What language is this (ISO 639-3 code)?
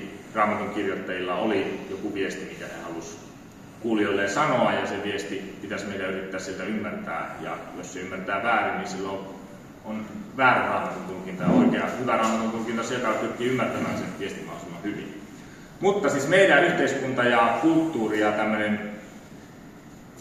fin